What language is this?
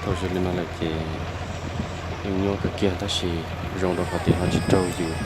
Hmong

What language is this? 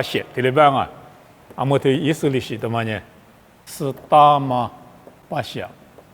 Lisu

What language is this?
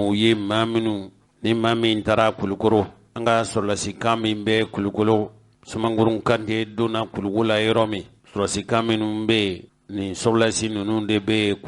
Bambara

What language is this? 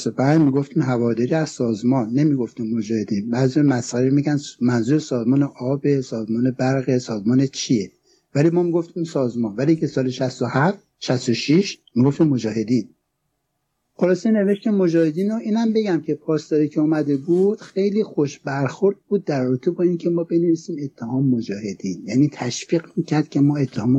Persian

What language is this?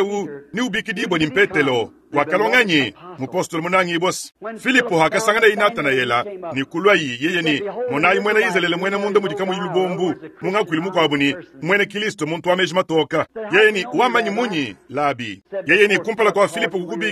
Luba-Lulua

